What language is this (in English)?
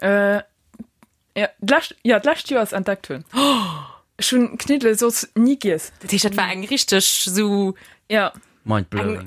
Luxembourgish